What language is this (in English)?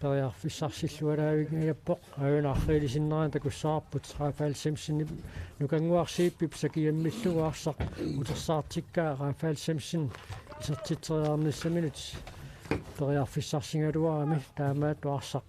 Kalaallisut